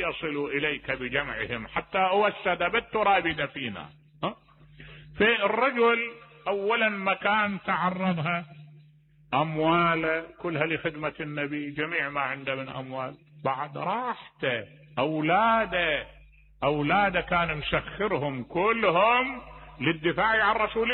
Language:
Mesopotamian Arabic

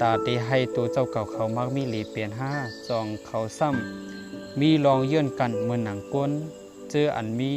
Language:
Shan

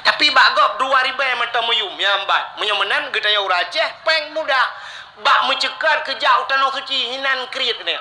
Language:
Achinese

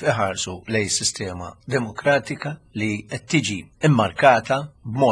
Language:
Maltese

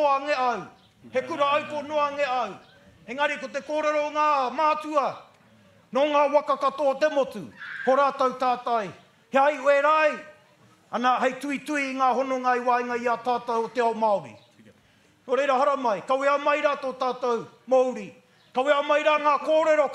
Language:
Māori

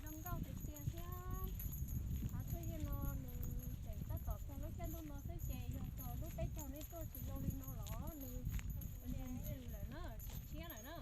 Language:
Hmong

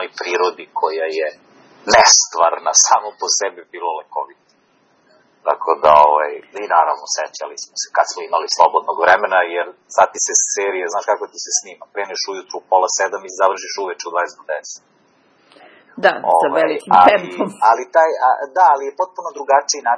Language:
Serbian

